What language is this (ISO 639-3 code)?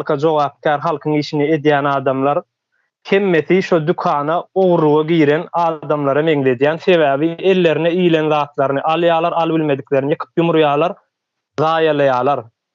tuk